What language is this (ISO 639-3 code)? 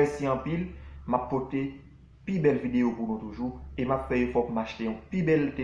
hat